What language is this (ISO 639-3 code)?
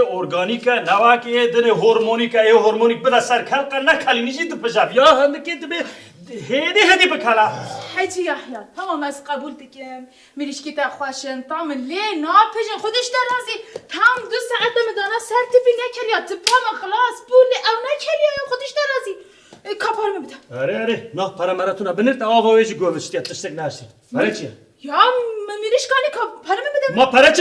kur